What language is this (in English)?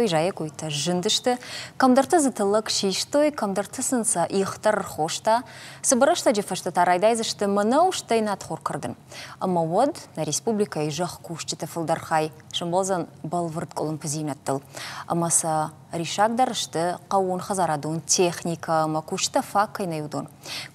Ossetic